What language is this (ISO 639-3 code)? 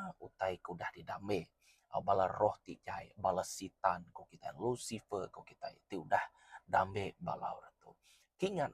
iba